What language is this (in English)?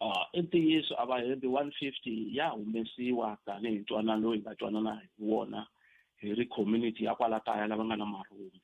Tsonga